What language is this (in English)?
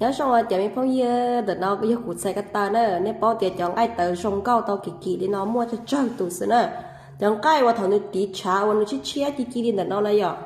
Hmong